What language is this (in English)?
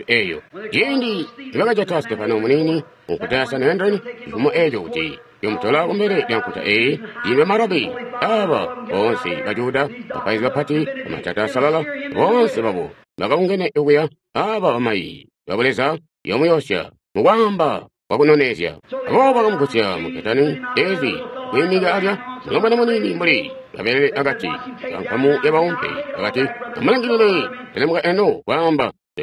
Tonga (Zambia)